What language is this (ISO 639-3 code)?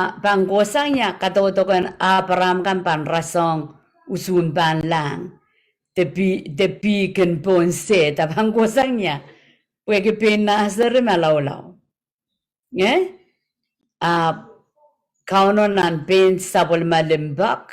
pon